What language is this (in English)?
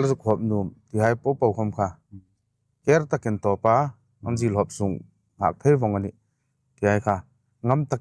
Hmar